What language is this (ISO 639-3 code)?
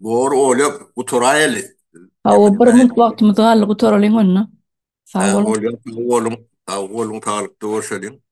tuk